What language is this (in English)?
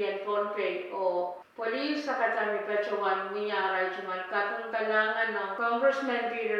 Pohnpeian